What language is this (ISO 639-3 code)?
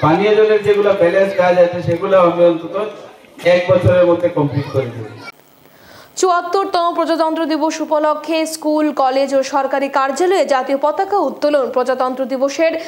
ben